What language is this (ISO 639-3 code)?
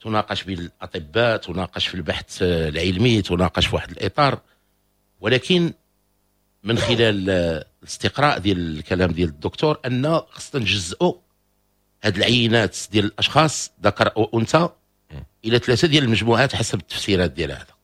ary